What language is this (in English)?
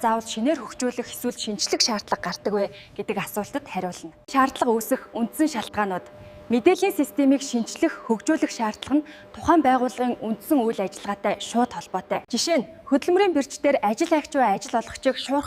Mongolian